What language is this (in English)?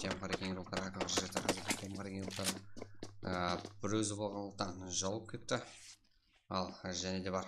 Kara-Kalpak